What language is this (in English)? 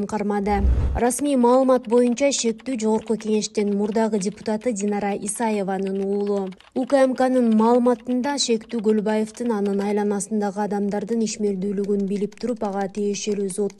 Kyrgyz